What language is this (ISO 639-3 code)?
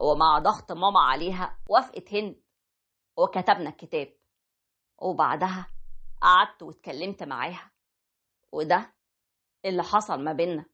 arz